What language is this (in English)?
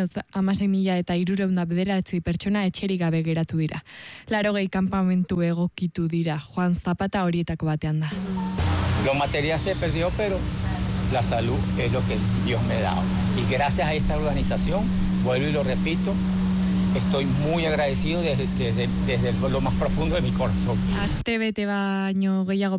Basque